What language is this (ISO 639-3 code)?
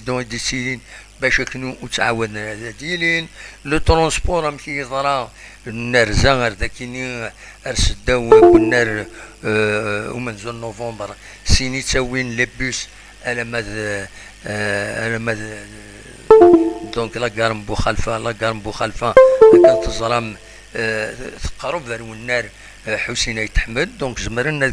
kab